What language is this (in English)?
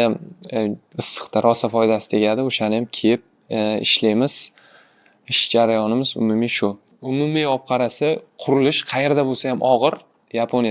Uzbek